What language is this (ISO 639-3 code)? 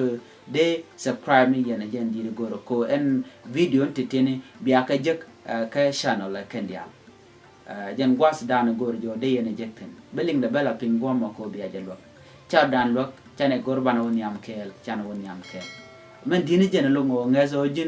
nus